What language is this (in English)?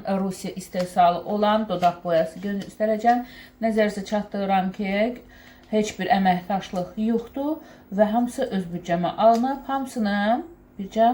Azerbaijani